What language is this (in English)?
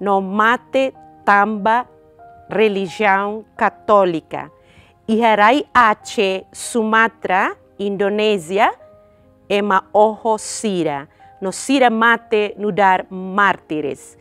Tetum